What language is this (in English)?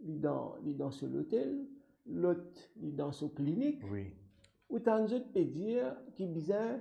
Morisyen